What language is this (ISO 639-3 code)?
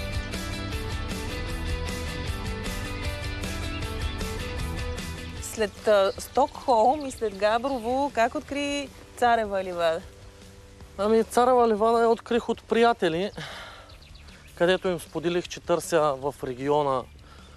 bul